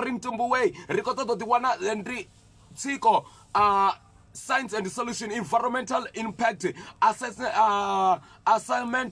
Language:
Venda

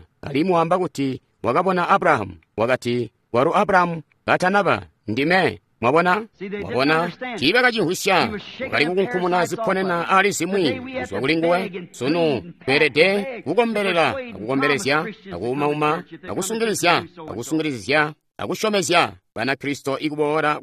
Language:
Tonga (Zambia)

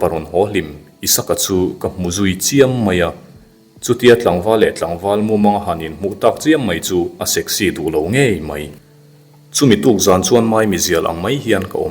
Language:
Mizo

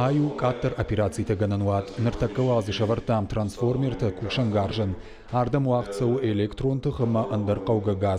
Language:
Ossetic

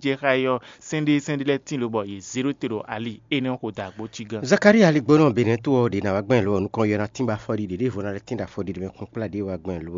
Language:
Fon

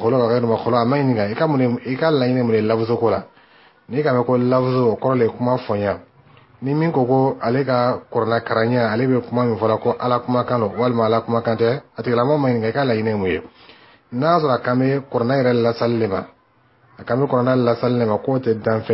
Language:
Bambara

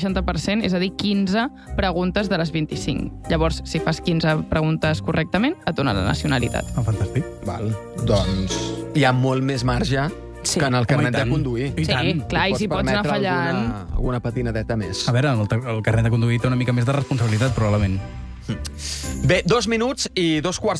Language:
Catalan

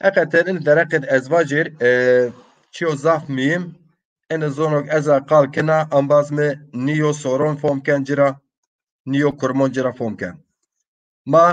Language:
Zaza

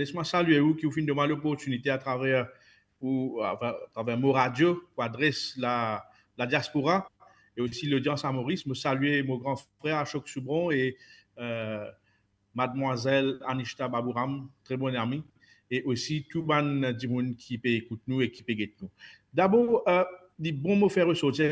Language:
Morisyen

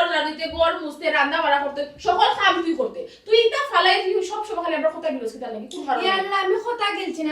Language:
Sylheti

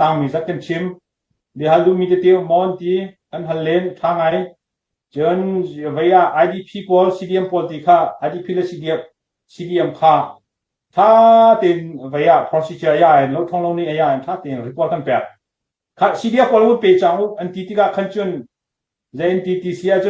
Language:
Hakha Chin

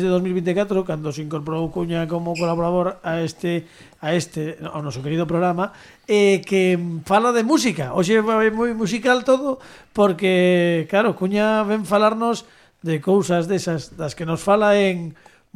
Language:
Galician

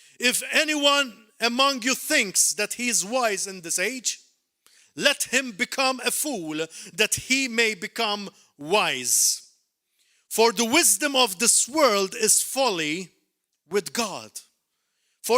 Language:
English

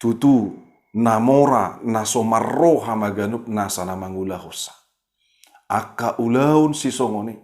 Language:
Batak Toba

